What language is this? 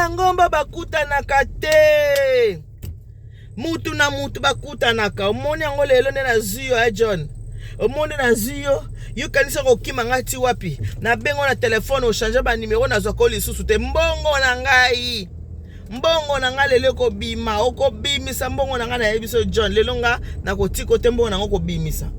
Lingala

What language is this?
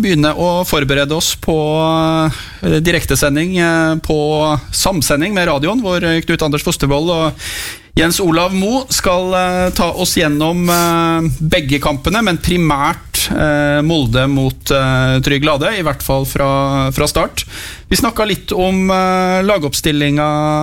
Norwegian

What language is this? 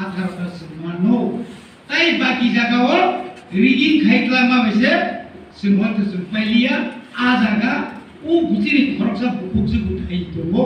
Kok Borok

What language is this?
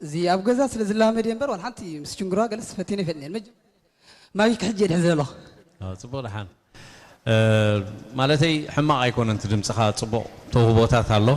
Tigrinya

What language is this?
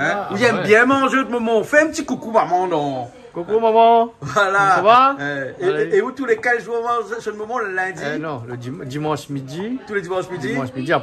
Réunion Creole French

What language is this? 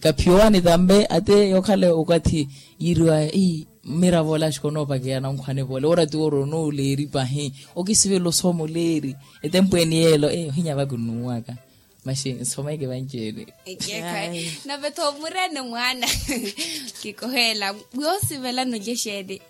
Makhuwa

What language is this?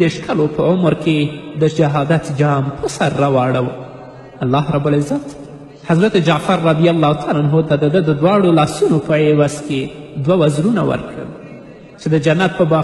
Pashto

